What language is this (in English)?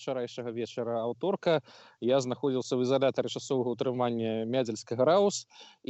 Belarusian